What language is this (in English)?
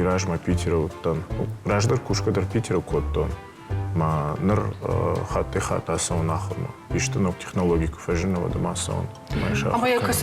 Ossetic